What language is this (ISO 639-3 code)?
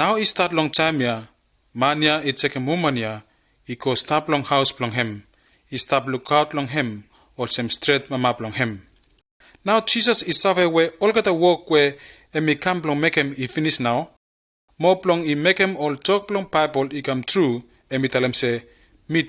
bis